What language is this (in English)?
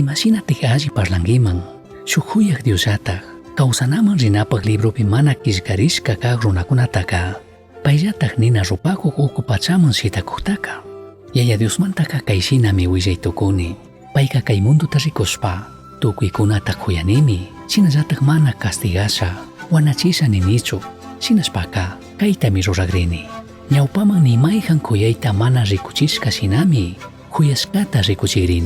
Chimborazo Highland Quichua